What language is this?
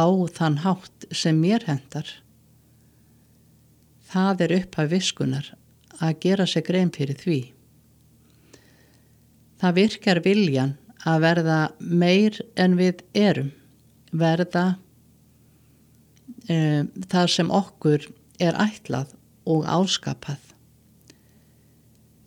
Icelandic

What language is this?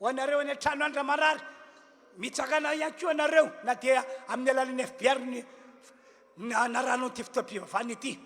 Malagasy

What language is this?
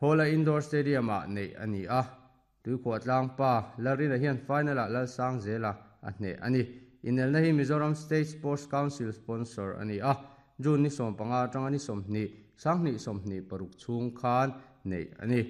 Mizo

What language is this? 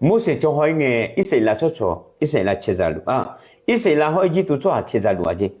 Akha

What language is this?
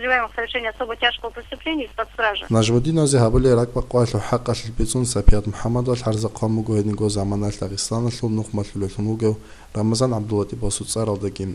Avaric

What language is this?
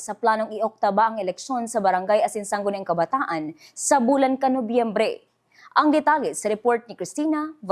Bikol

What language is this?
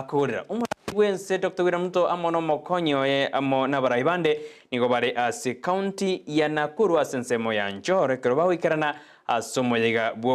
Gusii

